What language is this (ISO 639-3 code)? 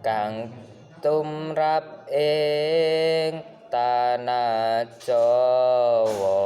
jav